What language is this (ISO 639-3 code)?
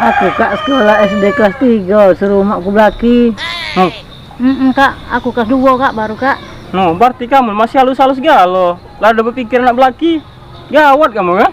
mui